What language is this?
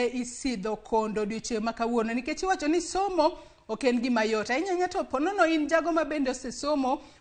Luo (Kenya and Tanzania)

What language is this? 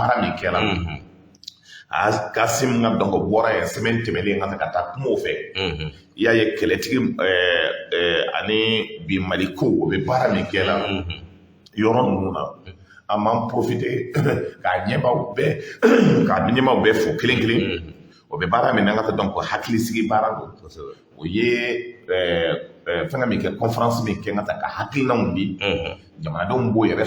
Bambara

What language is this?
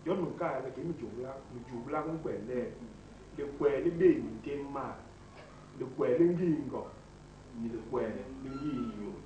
Basaa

